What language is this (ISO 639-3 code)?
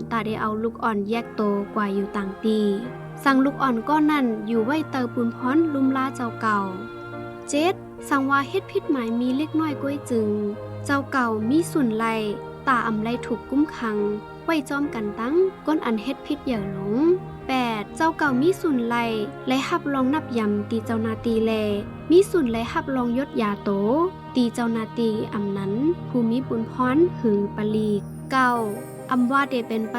shn